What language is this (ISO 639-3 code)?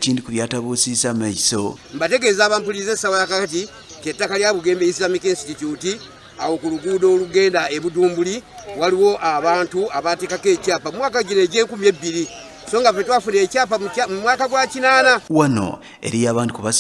xog